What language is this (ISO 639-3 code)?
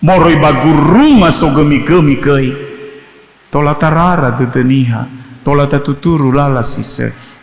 nia